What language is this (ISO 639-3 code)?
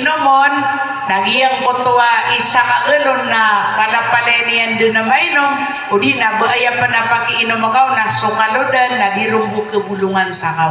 mrw